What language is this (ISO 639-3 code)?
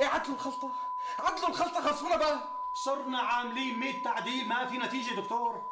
apc